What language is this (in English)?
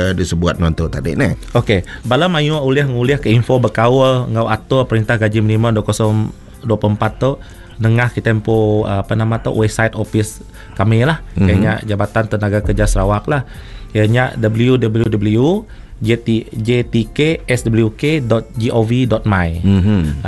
Iban